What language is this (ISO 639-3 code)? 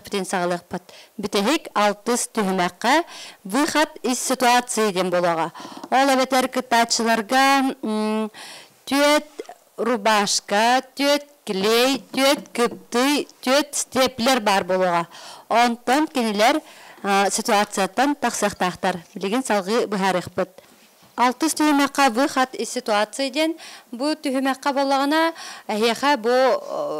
sah